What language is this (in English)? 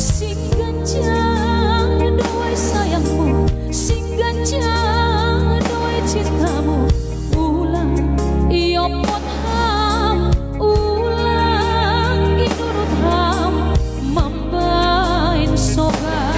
Batak Simalungun